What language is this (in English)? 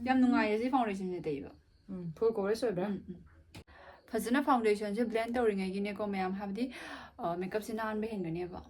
Manipuri